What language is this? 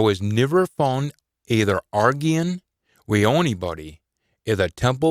Scots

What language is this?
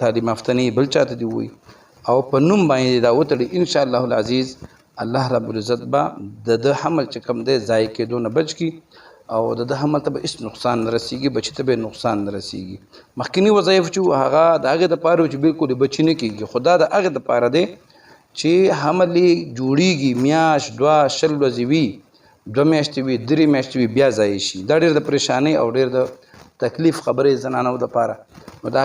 Pashto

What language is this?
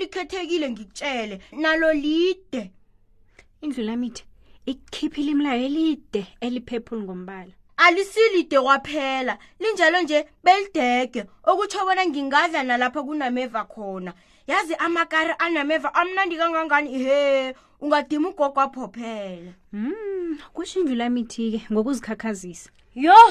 South Ndebele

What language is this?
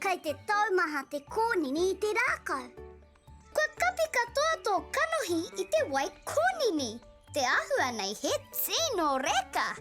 Māori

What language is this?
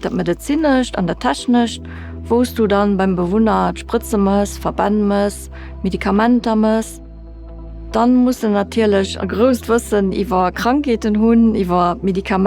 Luxembourgish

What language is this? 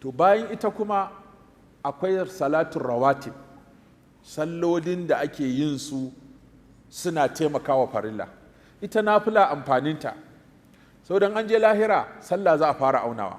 Hausa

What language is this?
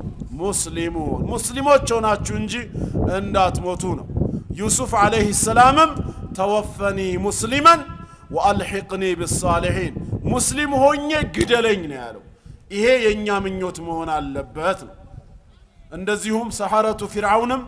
Amharic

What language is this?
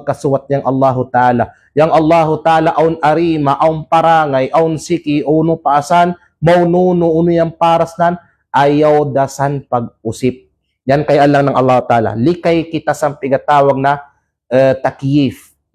Kalagan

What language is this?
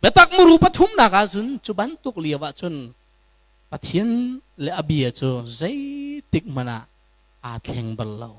Hakha Chin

